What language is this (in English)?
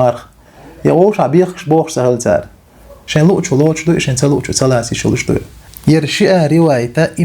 Chechen